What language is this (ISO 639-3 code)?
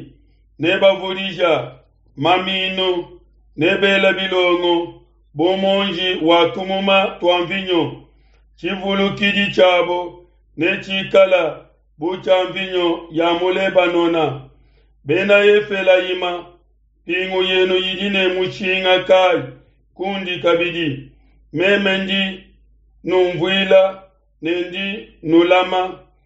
lua